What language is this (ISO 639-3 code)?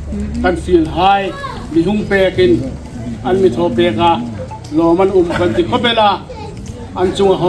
hmr